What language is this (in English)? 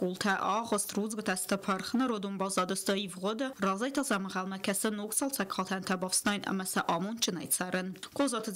Ossetic